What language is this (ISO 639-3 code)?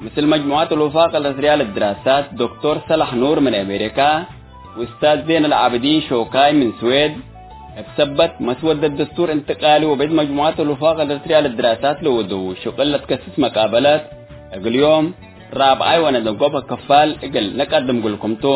tig